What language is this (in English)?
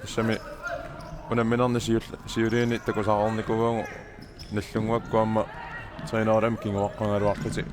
Kalaallisut